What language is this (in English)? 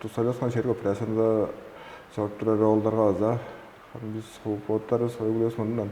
Tuvinian